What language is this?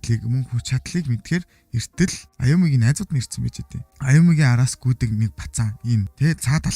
Mongolian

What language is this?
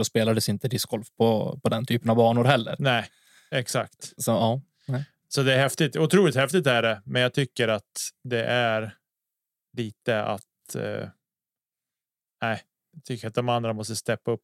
Swedish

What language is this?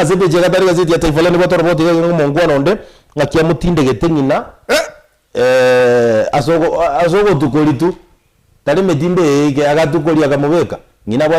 Gusii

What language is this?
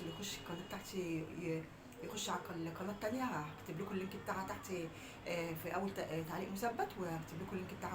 Egyptian Arabic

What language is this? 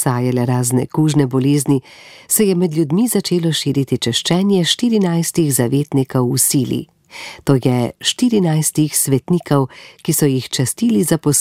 Slovenian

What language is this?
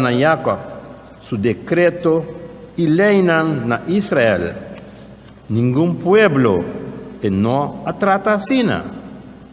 Papiamento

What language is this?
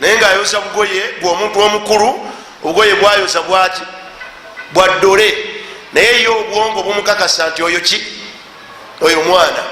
Ganda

